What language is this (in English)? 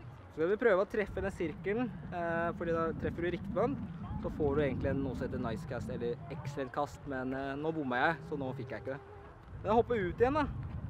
Norwegian